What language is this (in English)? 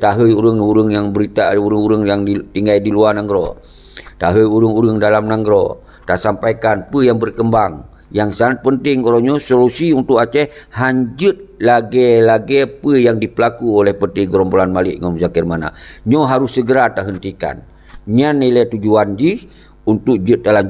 Achinese